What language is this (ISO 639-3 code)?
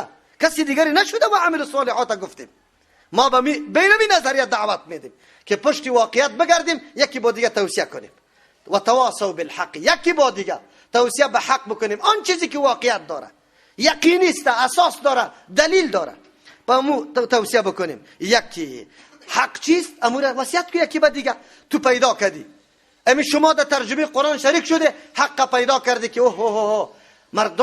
fas